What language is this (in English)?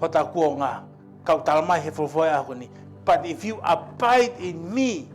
Tongan